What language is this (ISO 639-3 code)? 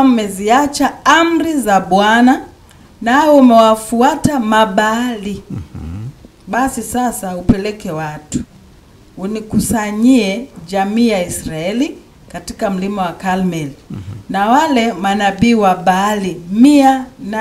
swa